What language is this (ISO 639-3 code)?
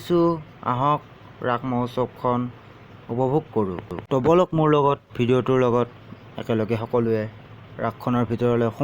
asm